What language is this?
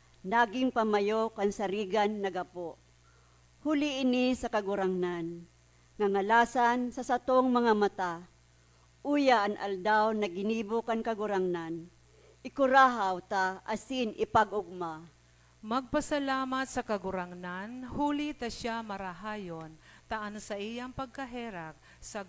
Bikol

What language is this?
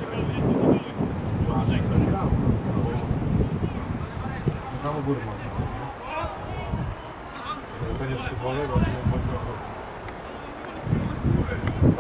Polish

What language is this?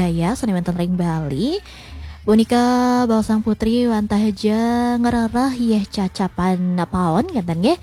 Balinese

